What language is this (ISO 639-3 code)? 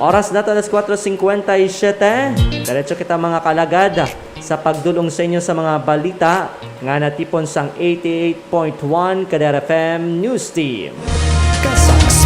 hil